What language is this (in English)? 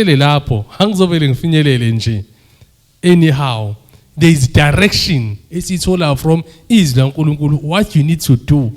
Zulu